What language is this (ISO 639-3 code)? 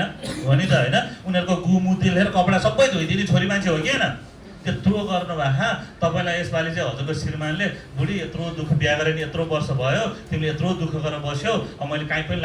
nep